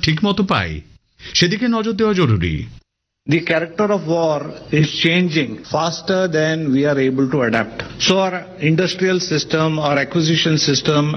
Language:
Bangla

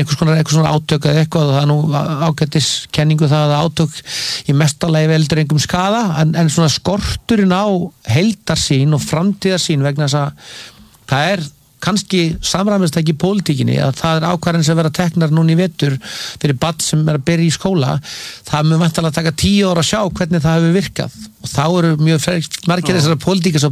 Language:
Icelandic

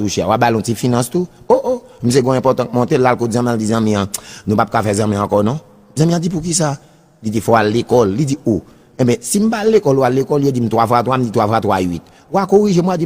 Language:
Haitian Creole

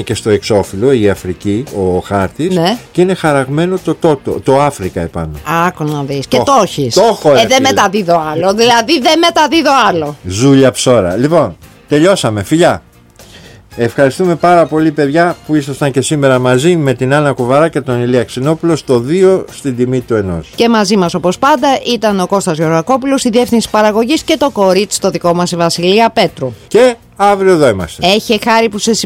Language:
Greek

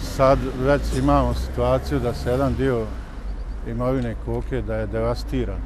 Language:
Bosnian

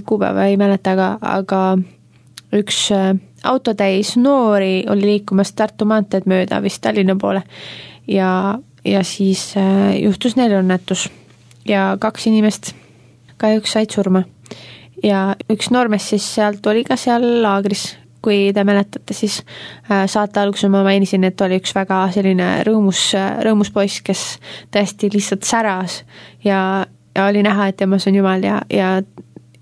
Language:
Estonian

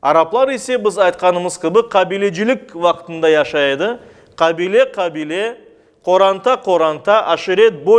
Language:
Crimean Tatar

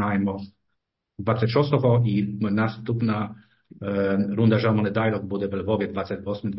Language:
Ukrainian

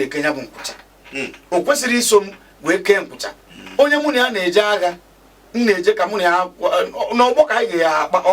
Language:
Igbo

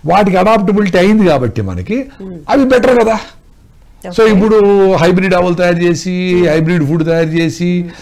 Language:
Telugu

